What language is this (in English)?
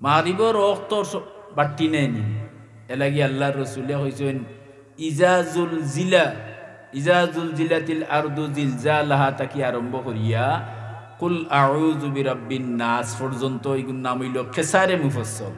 Sylheti